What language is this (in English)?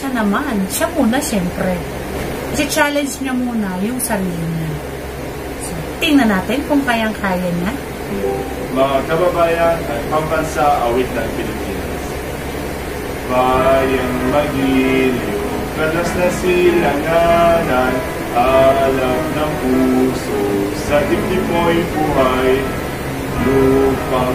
Filipino